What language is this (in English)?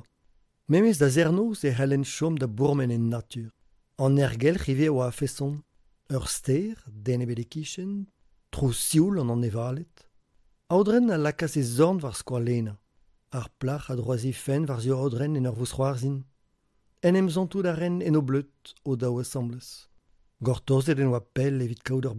Breton